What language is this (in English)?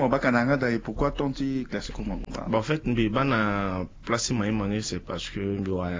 Sango